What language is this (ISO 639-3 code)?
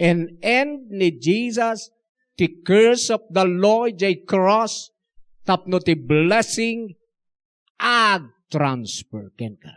ilo